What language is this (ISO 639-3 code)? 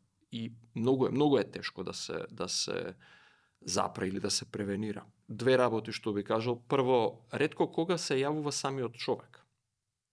mkd